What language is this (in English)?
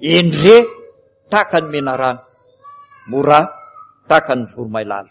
Malagasy